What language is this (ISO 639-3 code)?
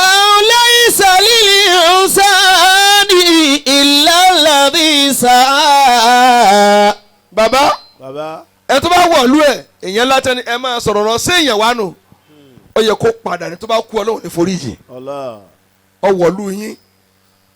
yor